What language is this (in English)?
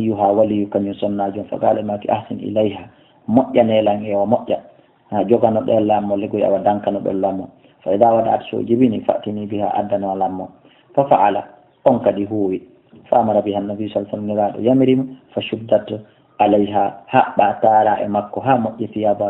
Fula